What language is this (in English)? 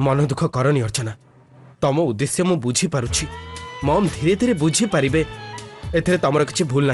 Odia